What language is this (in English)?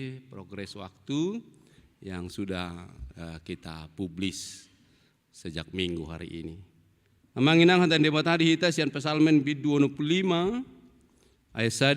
Batak Toba